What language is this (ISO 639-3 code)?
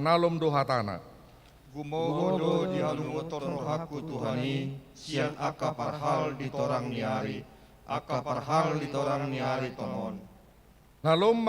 bbc